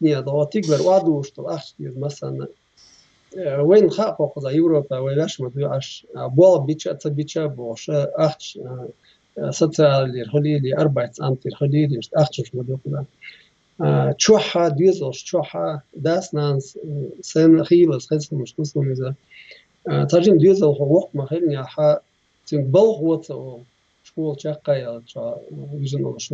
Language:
Chechen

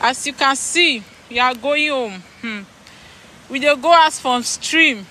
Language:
Nigerian Pidgin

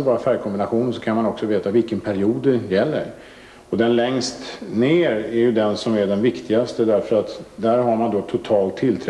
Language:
Swedish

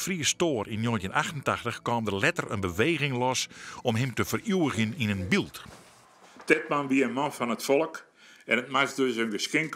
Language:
Western Frisian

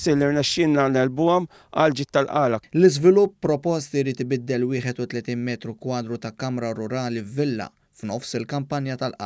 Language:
Maltese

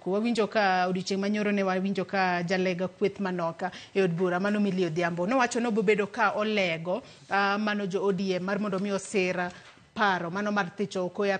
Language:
Luo (Kenya and Tanzania)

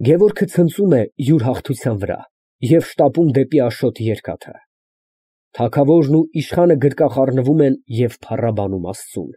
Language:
Armenian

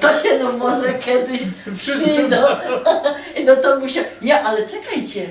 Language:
Silesian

